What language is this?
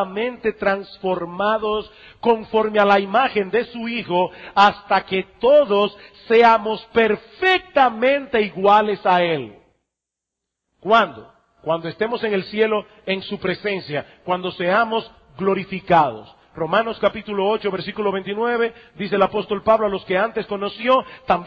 Spanish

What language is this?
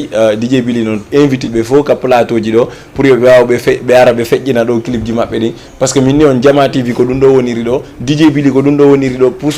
Fula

